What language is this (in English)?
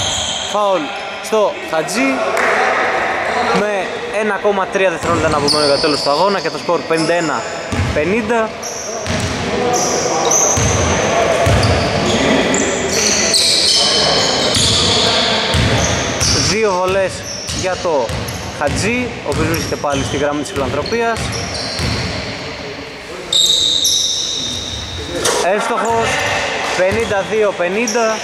Greek